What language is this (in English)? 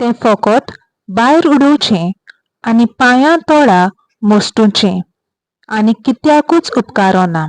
Konkani